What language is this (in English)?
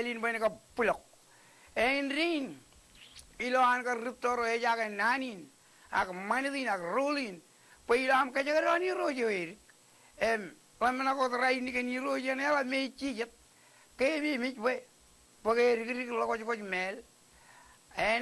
Marshallese